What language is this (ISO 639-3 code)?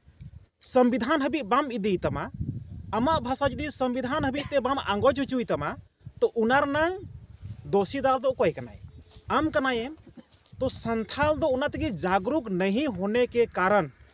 sat